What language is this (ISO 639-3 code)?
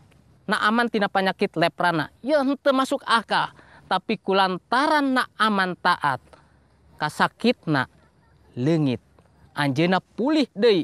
sun